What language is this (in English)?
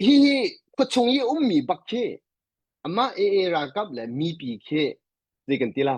Hakha Chin